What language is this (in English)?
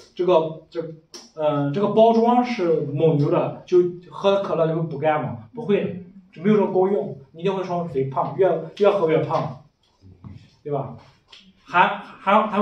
Chinese